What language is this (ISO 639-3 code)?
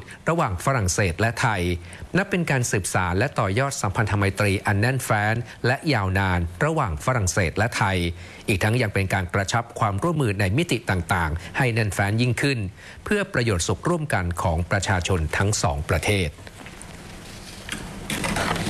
tha